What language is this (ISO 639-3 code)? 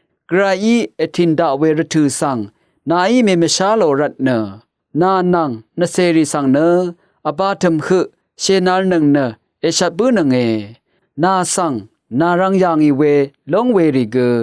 raw